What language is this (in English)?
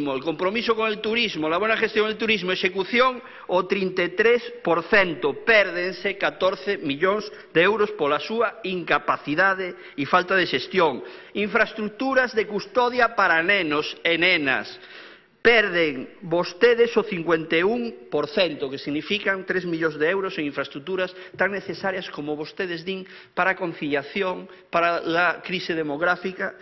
Galician